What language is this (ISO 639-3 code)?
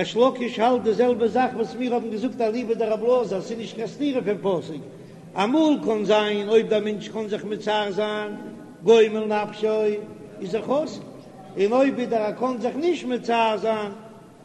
yid